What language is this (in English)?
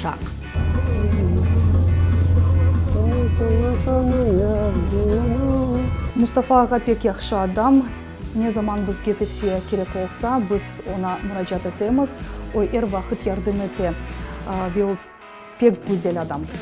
Crimean Tatar